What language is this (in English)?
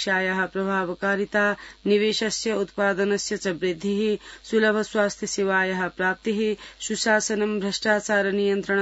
Sanskrit